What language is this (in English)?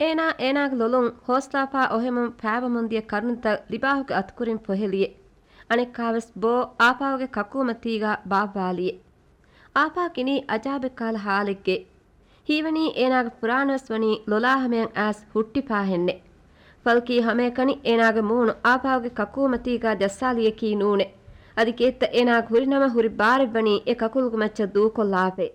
Divehi